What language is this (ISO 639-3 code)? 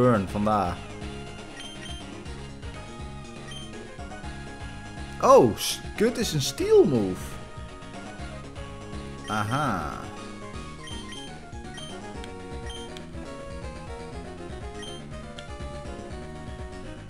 nld